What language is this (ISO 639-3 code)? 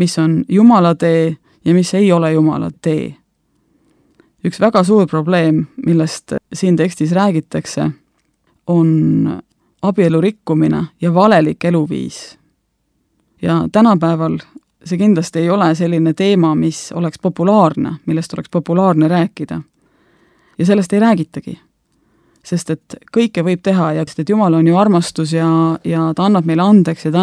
est